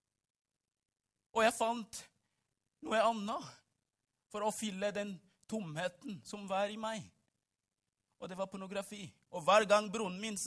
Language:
Norwegian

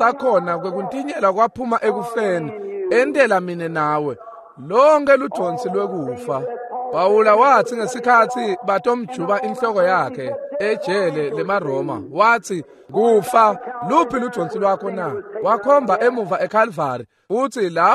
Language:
Swati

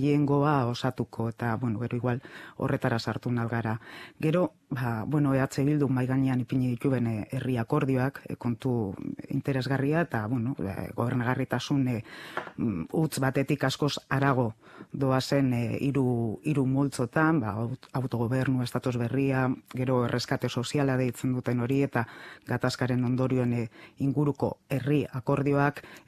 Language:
Basque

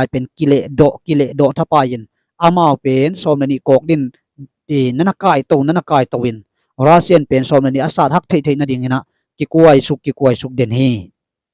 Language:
Tedim Chin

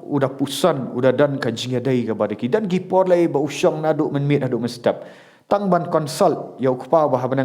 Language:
Khasi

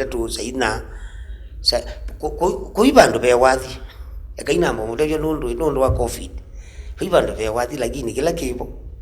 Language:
Kamba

